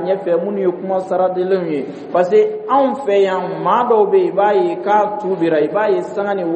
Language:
Dyula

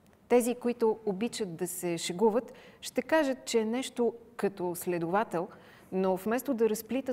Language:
Bulgarian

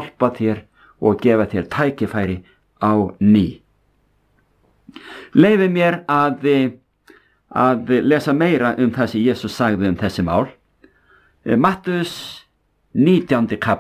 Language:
Icelandic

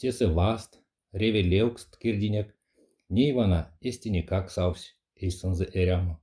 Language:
Erzya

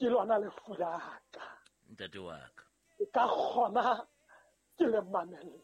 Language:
Southern Sotho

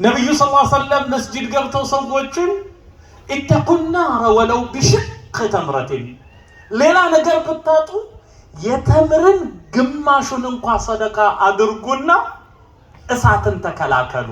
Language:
Amharic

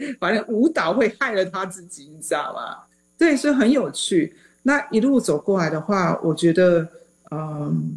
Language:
Chinese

